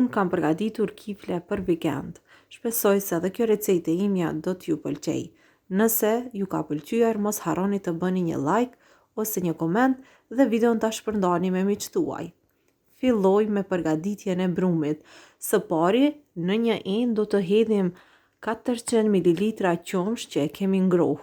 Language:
Albanian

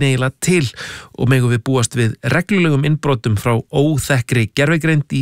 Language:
Icelandic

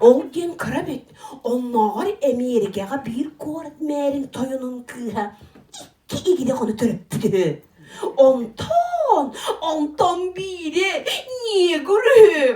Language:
Yakut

